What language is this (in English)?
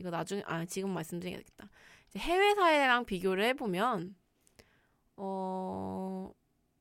Korean